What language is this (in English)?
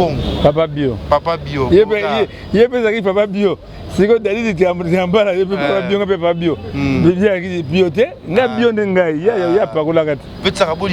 Lingala